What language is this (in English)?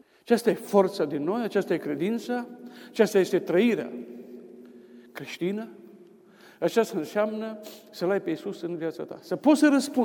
Romanian